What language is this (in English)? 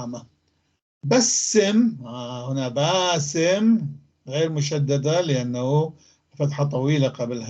North Levantine Arabic